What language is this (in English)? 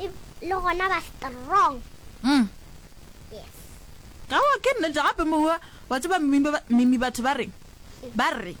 Northern Sotho